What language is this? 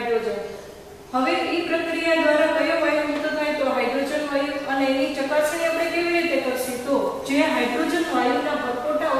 Gujarati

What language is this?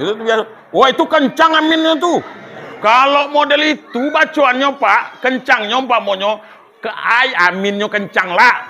Minangkabau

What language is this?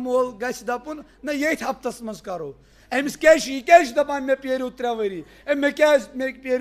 Kashmiri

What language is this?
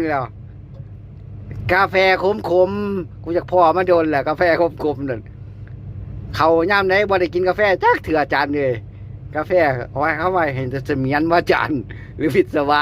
Lao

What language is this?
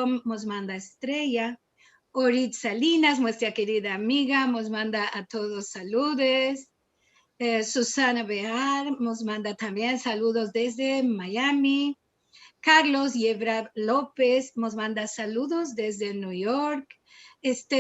Ladino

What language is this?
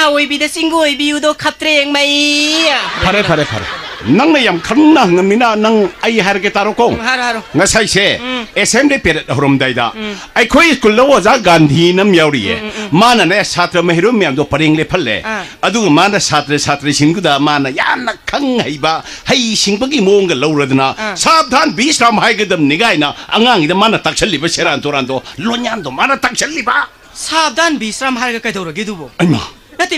Manipuri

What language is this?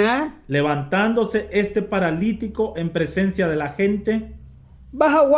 Mískito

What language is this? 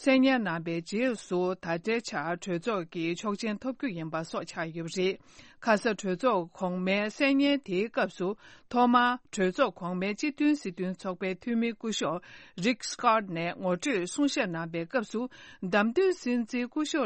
Tibetan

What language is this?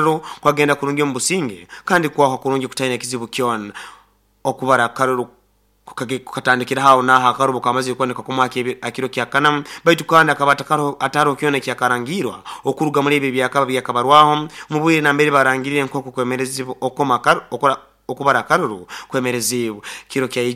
Nyoro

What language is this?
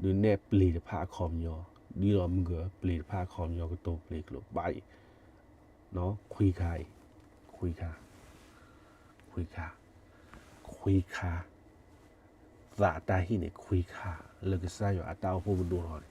S'gaw Karen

